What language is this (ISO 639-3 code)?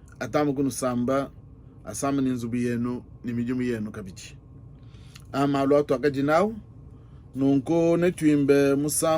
lua